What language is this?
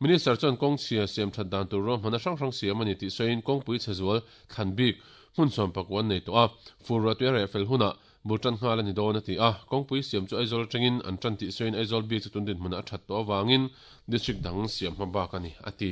Mizo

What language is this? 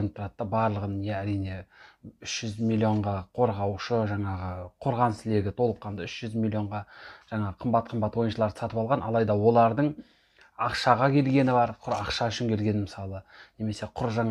Kazakh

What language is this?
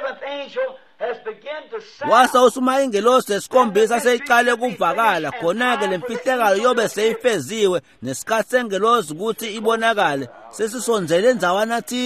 Swati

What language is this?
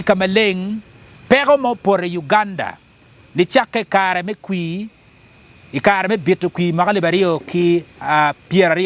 Acoli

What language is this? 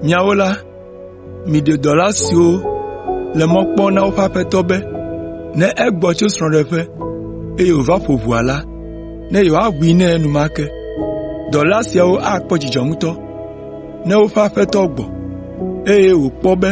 Ewe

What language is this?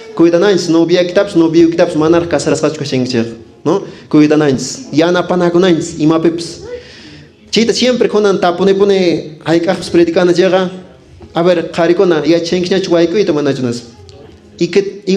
Quechua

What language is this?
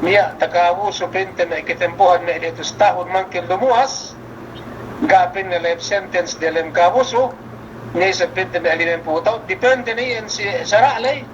Yakan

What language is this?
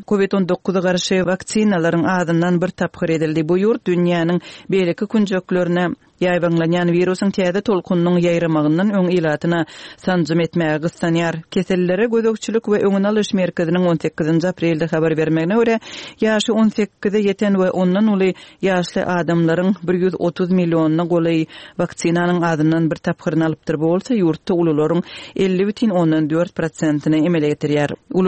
Kyrgyz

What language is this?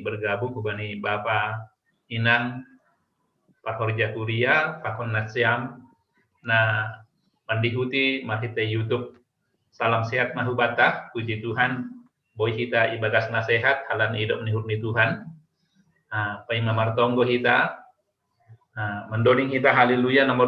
Batak Simalungun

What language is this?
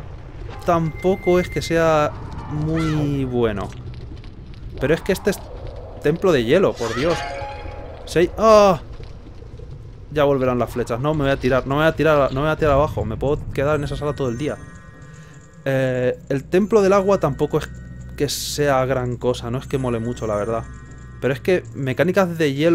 Spanish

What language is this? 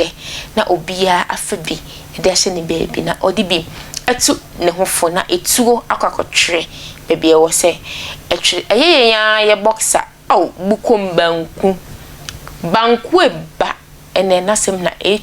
Akan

